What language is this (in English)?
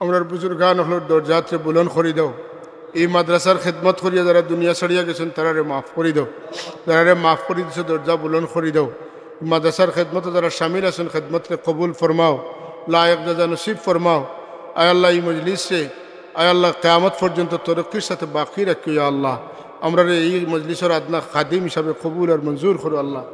Sylheti